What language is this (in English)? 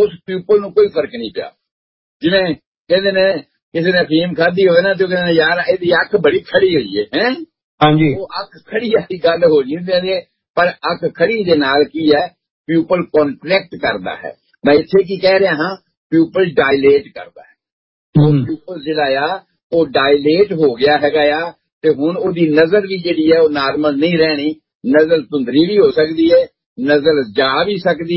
Punjabi